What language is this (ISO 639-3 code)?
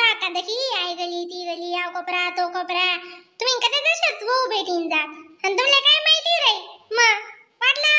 khn